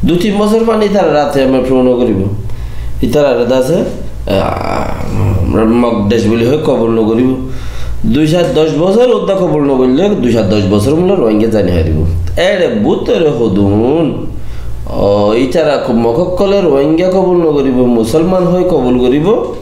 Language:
Rohingya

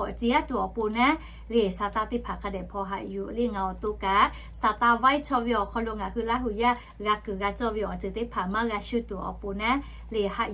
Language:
Lahu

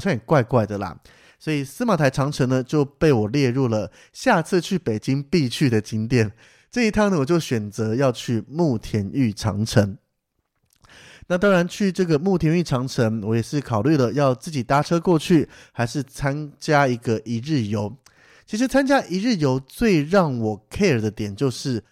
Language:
Chinese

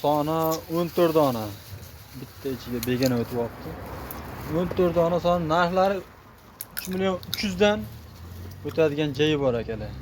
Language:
Uzbek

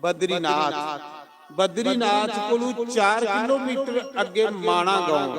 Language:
Dogri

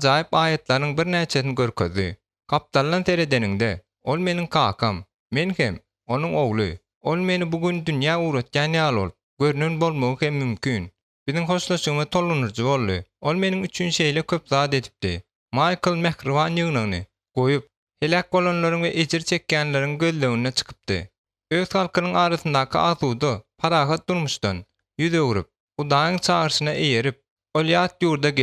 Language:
Turkmen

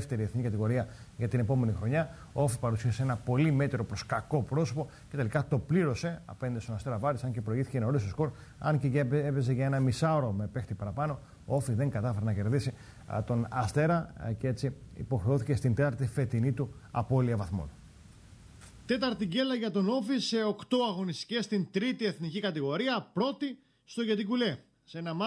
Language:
Greek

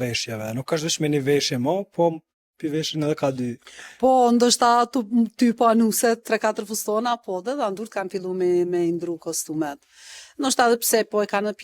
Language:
Albanian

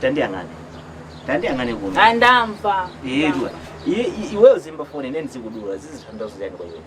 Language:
Nyanja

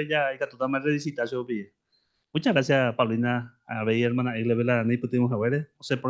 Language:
Guarani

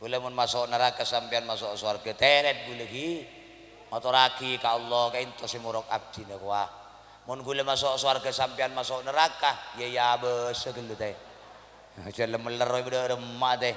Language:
Madurese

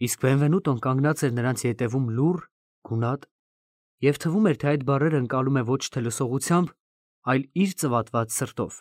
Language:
Armenian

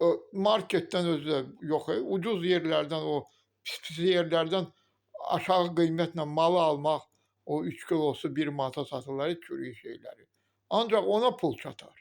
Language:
Azerbaijani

